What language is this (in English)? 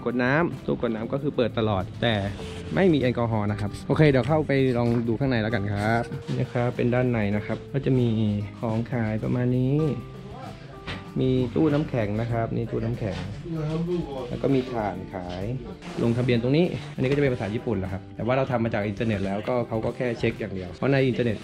Thai